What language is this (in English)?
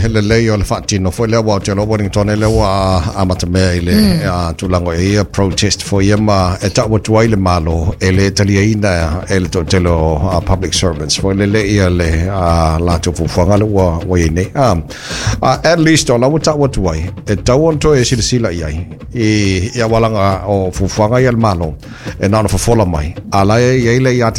Samoan